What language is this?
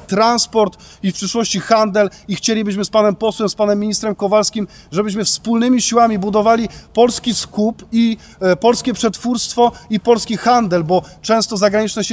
Polish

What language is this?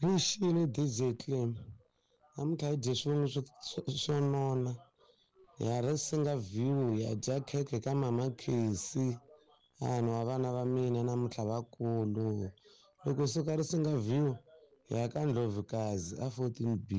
Tsonga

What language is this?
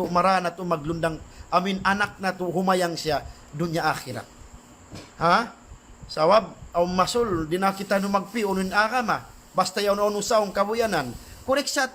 Tausug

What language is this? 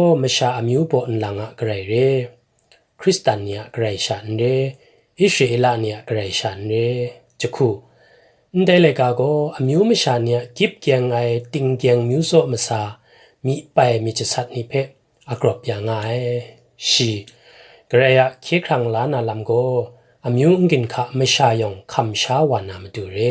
Kachin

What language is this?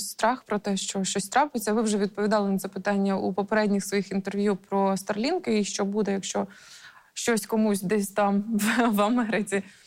Ukrainian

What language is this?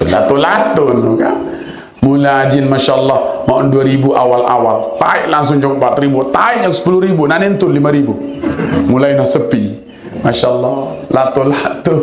Sasak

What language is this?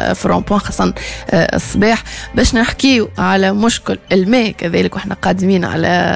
Tunisian Arabic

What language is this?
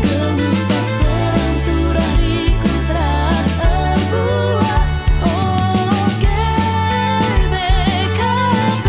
Batak Karo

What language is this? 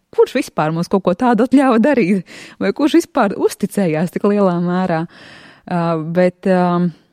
Latvian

